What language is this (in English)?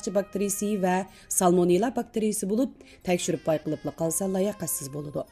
Uyghur